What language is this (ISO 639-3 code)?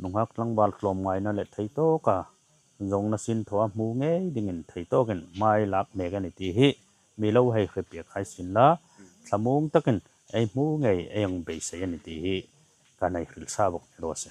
hmr